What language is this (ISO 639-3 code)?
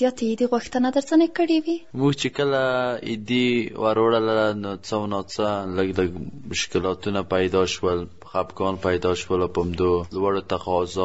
pus